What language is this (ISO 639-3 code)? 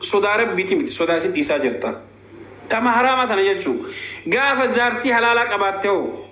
orm